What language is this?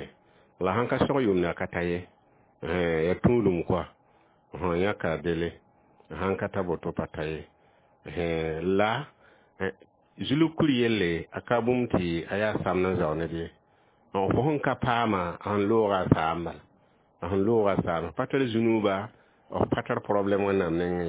Mossi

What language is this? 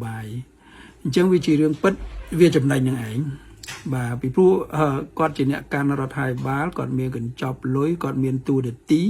Khmer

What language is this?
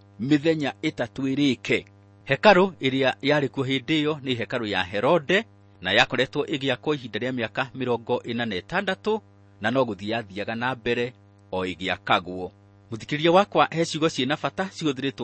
Kikuyu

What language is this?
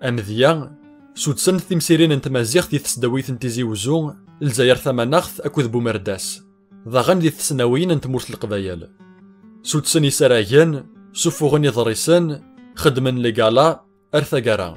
Kabyle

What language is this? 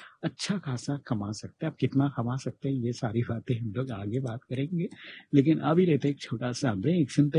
Hindi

